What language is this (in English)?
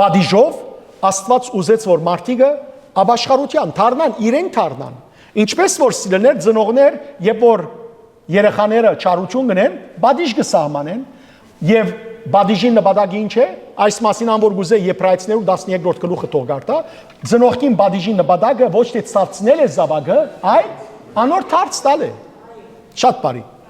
Western Armenian